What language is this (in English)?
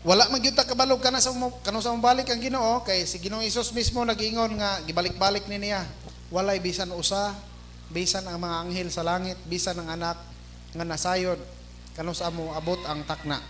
Cebuano